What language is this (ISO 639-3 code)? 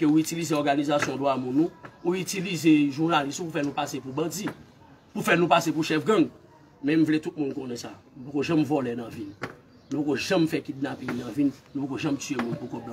hat